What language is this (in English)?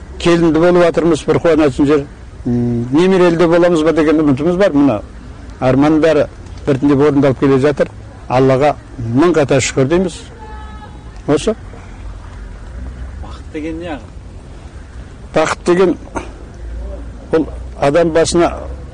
Kazakh